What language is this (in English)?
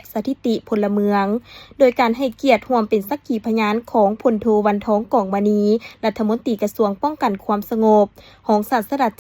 Lao